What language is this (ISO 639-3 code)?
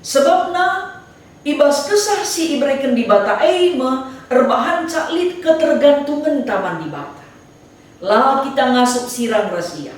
btx